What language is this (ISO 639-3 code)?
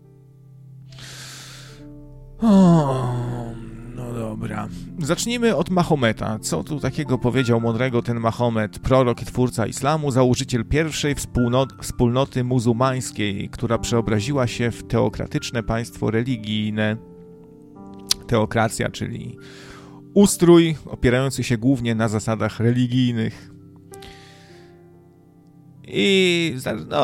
pol